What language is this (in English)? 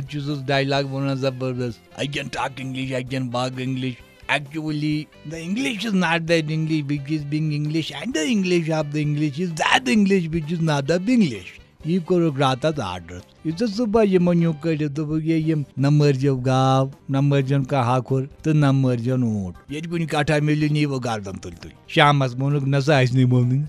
Kashmiri